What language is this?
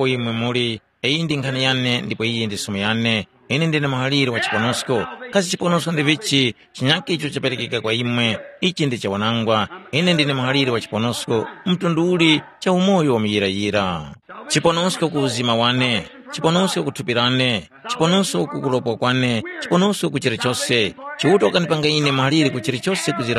Tumbuka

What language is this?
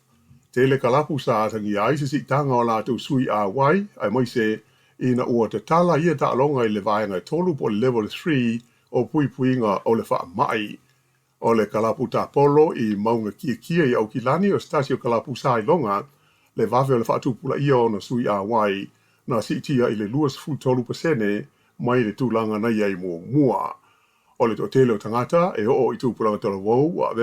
Samoan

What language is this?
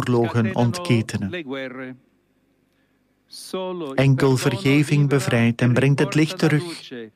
Dutch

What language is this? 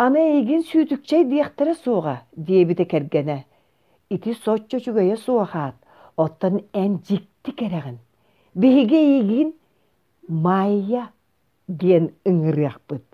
Yakut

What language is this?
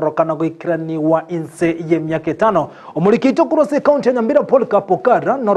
Gusii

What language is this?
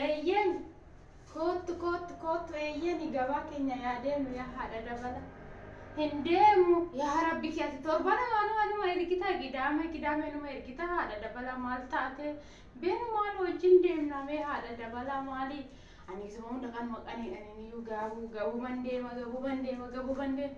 Oromo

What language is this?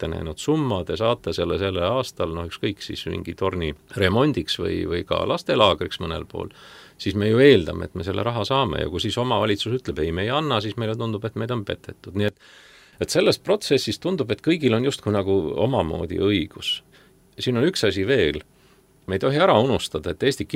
Estonian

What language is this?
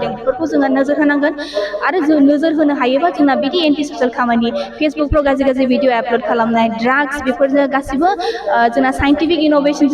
Bodo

